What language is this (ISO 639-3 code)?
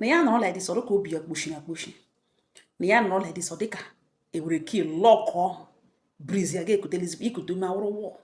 ibo